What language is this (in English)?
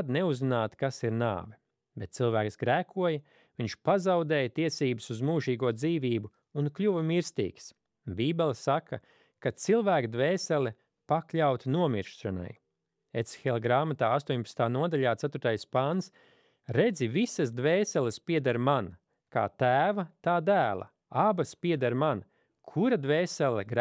Latvian